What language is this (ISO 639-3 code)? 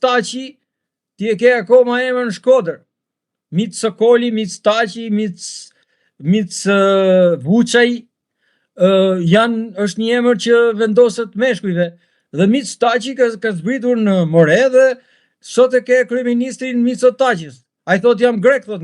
sqi